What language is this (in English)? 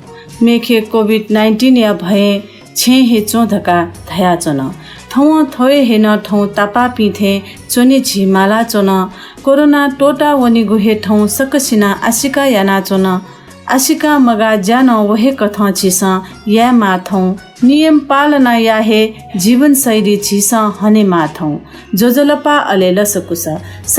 Newari